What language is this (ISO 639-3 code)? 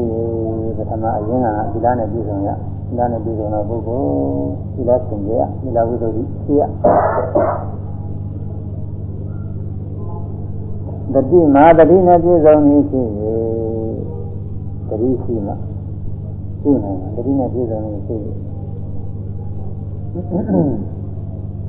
mya